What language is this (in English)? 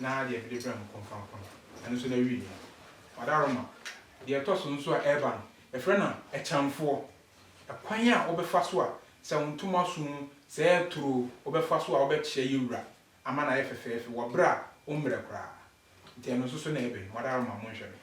Akan